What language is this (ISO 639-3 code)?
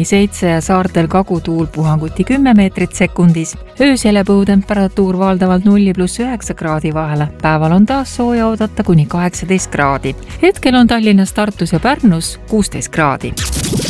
est